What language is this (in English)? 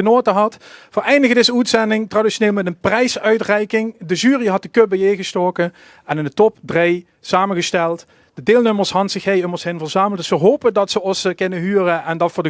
Limburgish